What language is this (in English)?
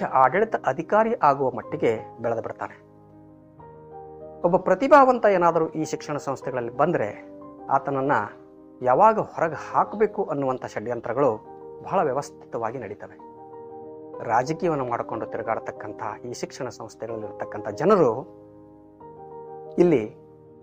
Kannada